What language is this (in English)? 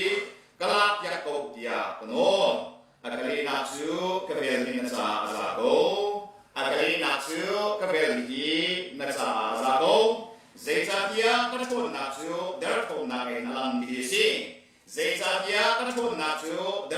Hakha Chin